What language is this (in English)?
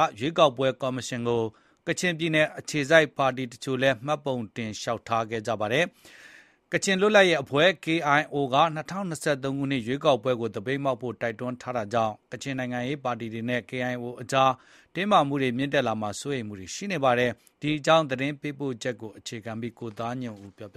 Burmese